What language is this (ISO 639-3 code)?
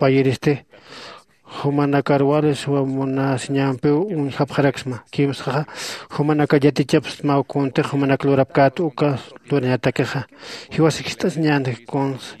aym